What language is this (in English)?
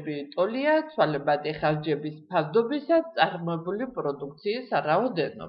Georgian